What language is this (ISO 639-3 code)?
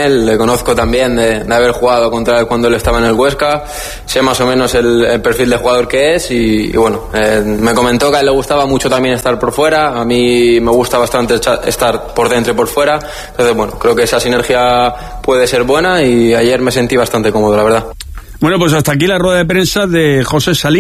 spa